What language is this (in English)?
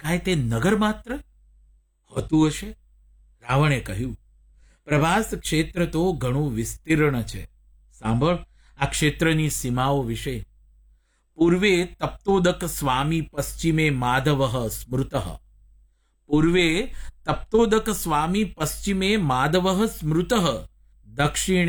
Gujarati